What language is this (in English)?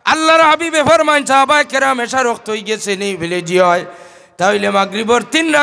Sylheti